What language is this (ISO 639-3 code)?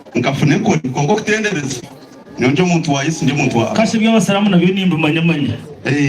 nyn